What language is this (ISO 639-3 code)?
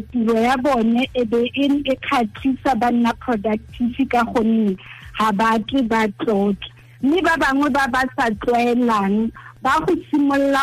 tsn